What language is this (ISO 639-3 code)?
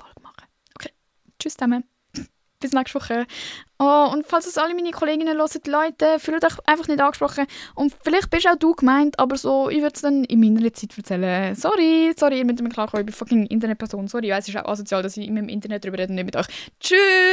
gsw